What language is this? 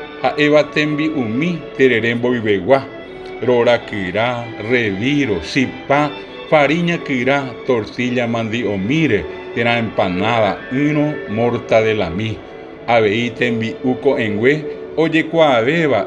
Guarani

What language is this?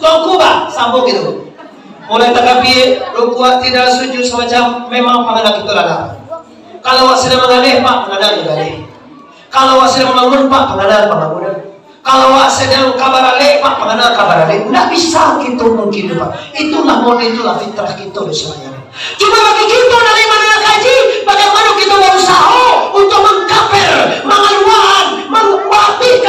Minangkabau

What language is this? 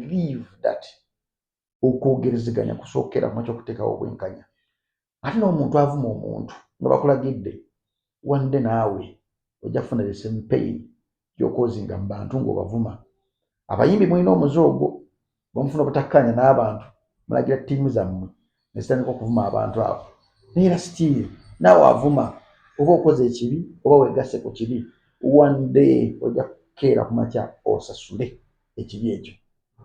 Ganda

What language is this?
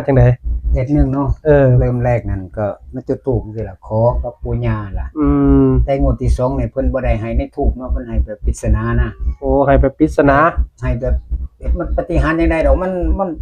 Northeastern Thai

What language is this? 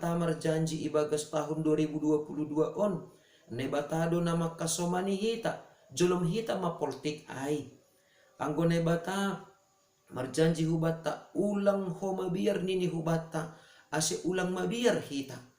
Batak Simalungun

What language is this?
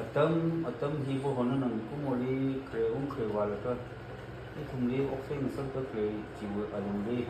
Tangkhul Naga (India)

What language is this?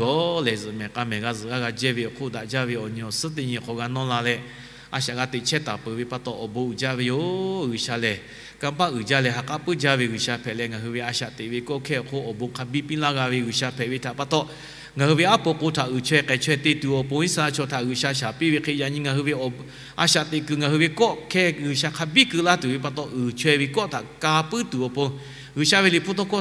Lahu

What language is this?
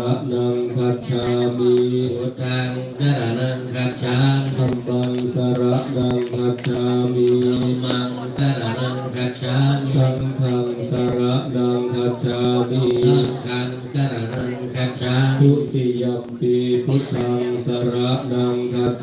Pali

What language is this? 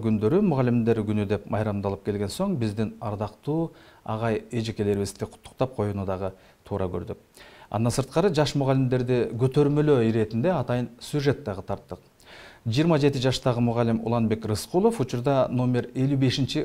Kyrgyz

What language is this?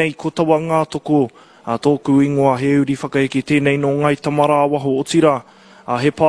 Māori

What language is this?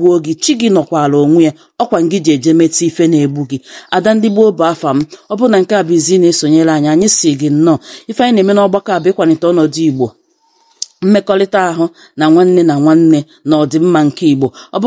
Igbo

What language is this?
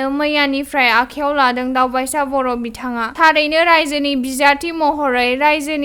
Bodo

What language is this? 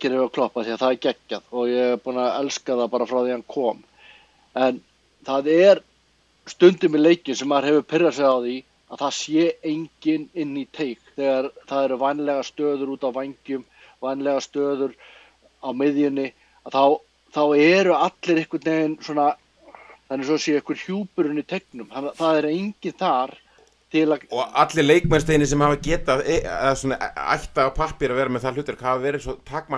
Icelandic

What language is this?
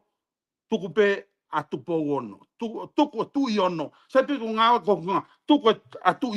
Tongan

